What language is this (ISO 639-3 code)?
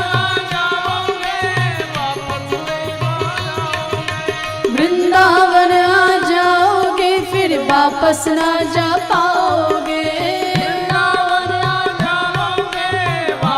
hin